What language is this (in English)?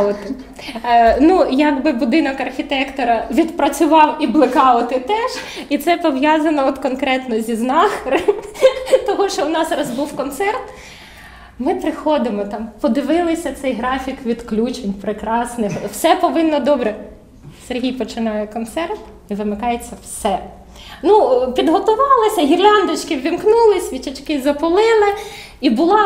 Ukrainian